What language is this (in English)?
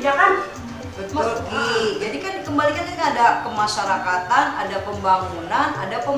Betawi